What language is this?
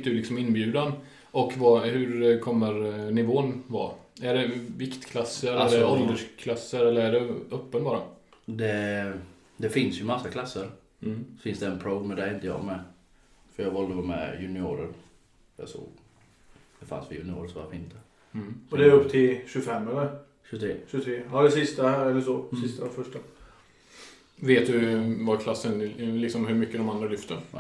Swedish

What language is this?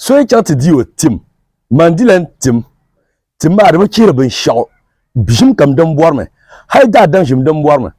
Dagbani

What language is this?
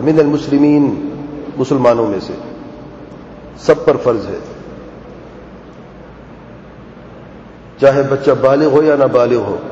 Urdu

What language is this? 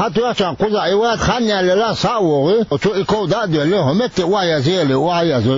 Chechen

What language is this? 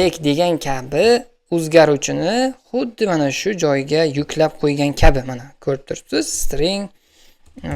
Uzbek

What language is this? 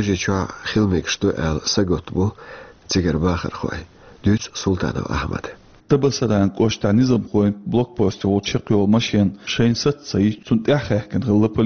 Chechen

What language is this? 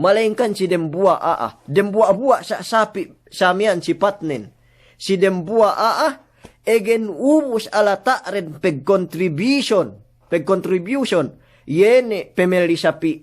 Yakan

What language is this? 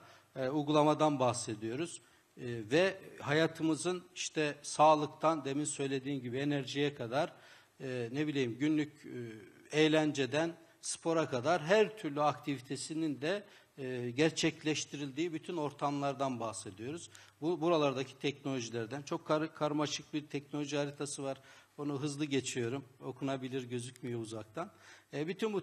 Turkish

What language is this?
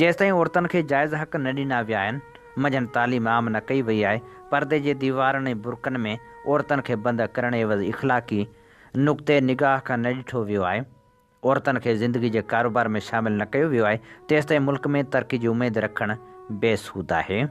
Sindhi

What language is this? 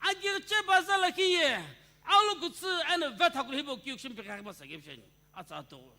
Sumi Naga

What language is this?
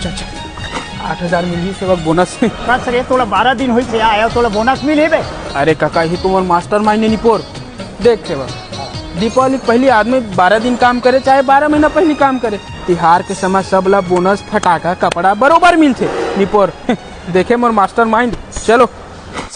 Chhattisgarhi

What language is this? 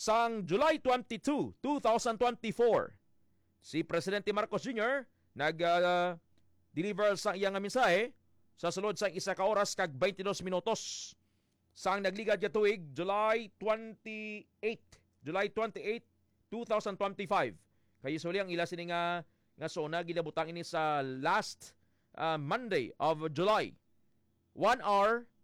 Hiligaynon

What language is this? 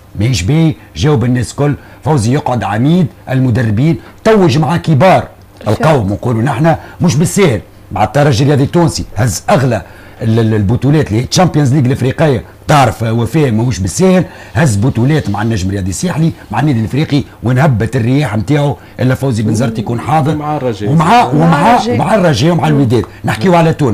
Tunisian Arabic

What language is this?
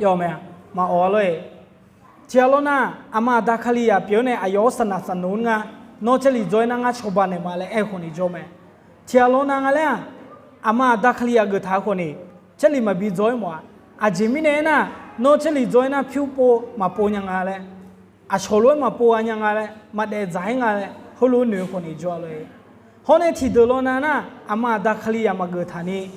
Akha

